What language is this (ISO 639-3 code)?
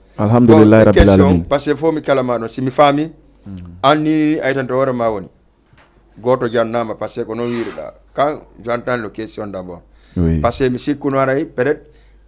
ful